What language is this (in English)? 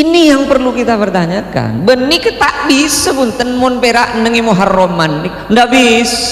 Madurese